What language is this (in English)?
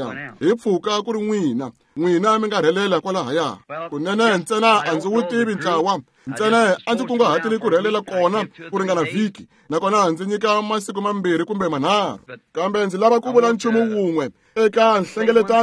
Tsonga